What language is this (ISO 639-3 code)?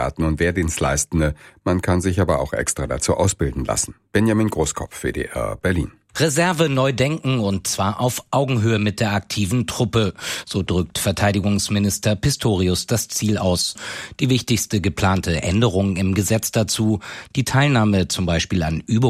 deu